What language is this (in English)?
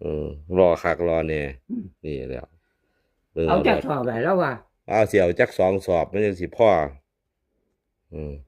Lao